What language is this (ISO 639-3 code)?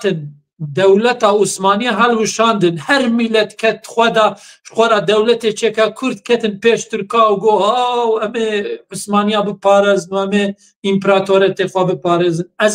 kur